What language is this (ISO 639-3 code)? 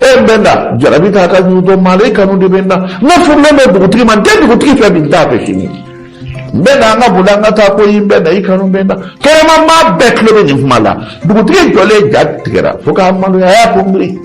bam